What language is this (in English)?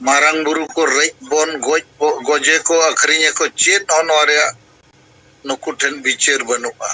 Santali